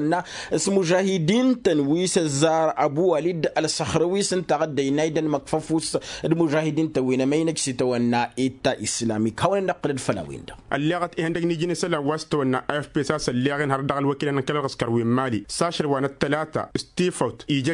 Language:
Tamasheq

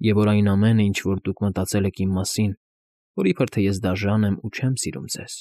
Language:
Armenian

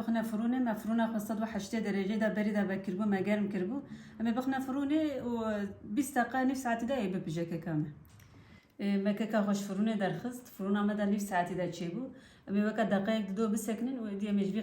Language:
Kurdish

